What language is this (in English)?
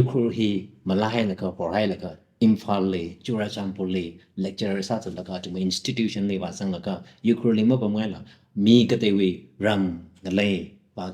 Tangkhul Naga (India)